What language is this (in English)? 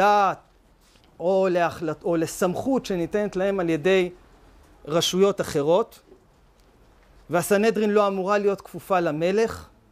Hebrew